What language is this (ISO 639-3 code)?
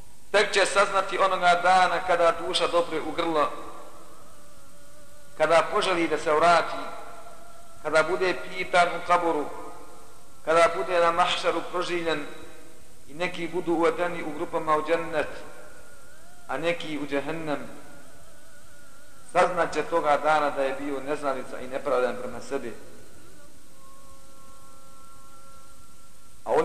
bos